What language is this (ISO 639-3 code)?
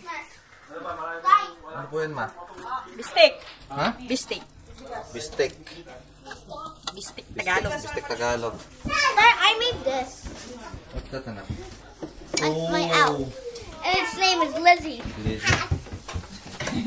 fil